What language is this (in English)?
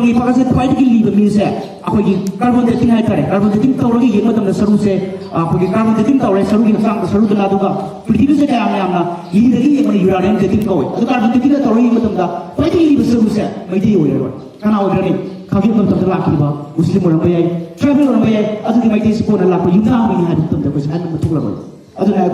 Manipuri